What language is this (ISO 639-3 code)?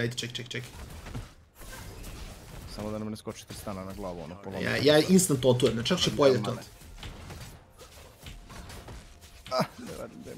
hrv